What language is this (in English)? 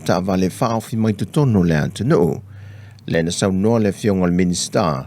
Samoan